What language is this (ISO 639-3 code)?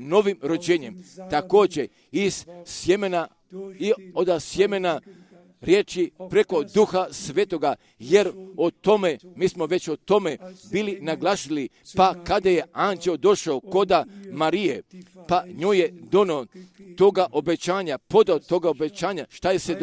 hrv